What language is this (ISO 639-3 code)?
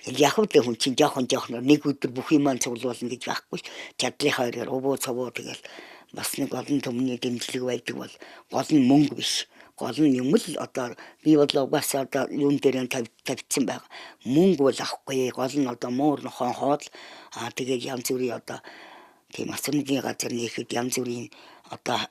mon